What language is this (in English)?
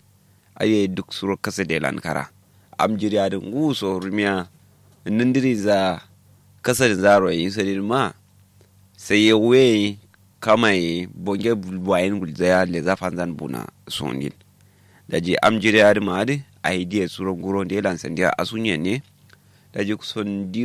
Kanuri